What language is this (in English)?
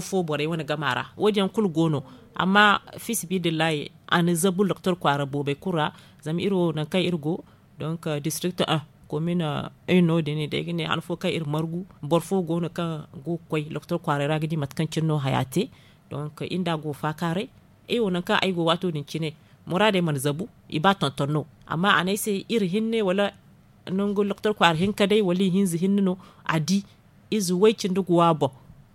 Zarma